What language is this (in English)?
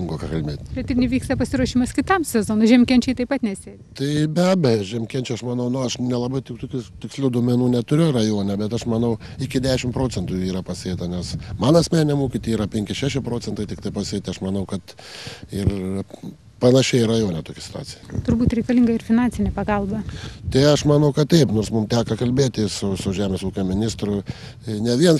Lithuanian